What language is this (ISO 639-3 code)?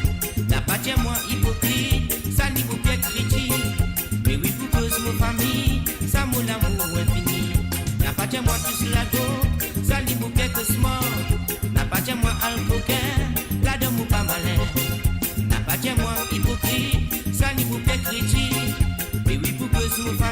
mfe